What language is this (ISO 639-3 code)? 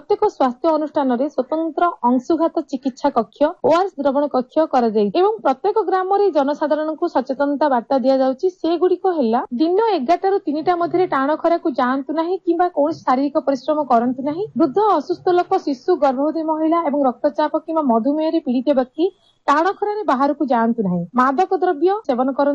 ori